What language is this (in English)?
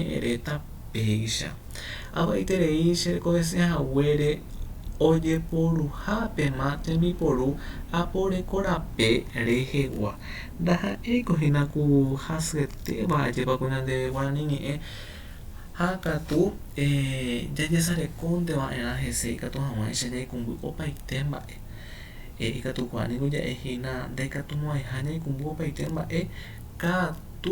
Guarani